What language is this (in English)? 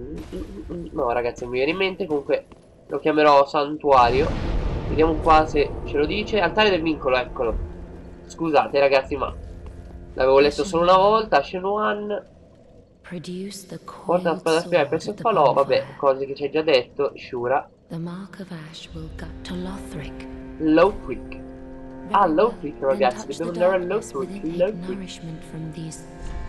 Italian